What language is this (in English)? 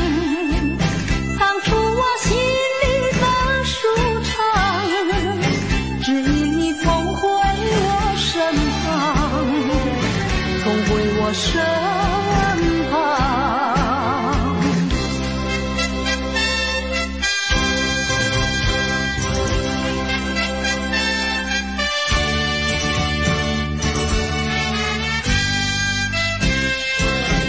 Chinese